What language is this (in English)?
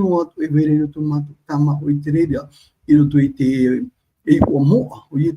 Tahitian